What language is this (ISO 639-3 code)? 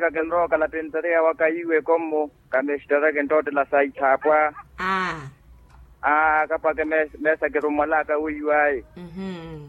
vmw